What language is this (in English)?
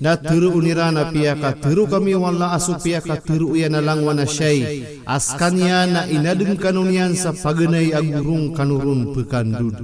Maranao